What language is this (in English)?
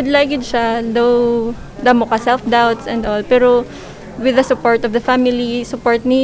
Hiligaynon